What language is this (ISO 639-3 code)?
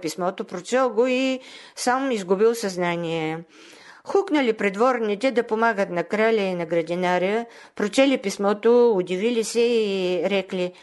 bul